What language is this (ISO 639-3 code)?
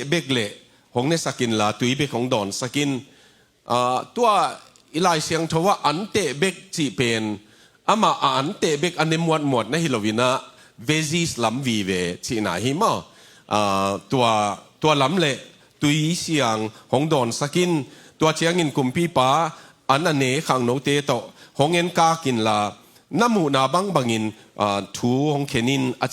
ctd